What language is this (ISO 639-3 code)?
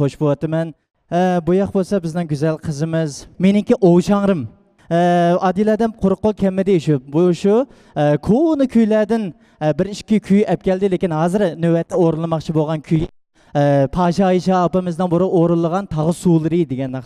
uig